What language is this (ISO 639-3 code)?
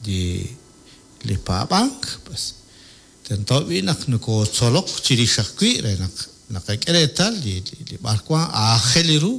kek